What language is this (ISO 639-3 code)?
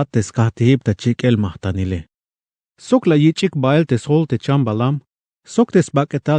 tzh